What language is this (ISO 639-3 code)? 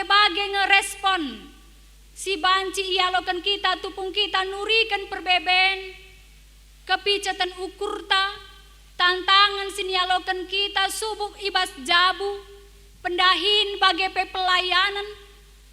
btx